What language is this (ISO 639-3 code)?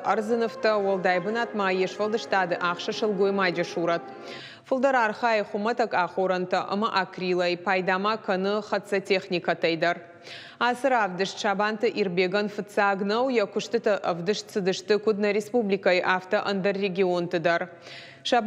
oss